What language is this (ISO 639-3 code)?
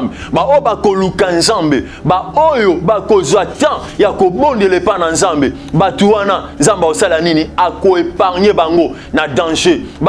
lin